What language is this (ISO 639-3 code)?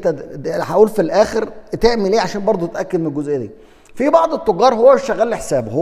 arz